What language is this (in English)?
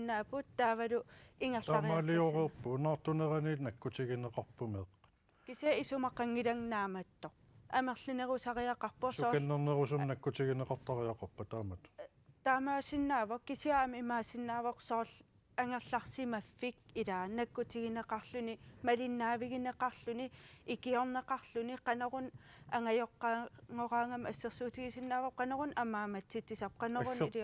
Kalaallisut